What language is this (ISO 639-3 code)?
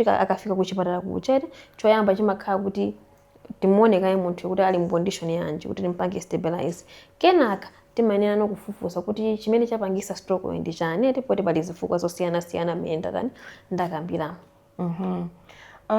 nya